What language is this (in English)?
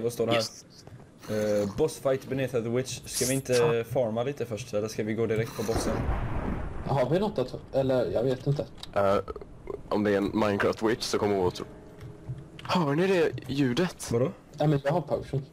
Swedish